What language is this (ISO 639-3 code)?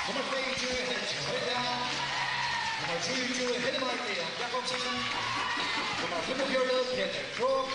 fao